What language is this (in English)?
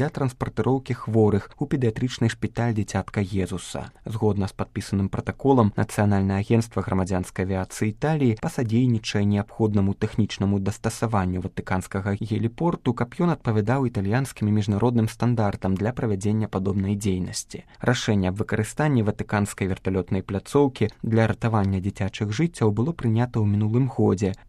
Belarusian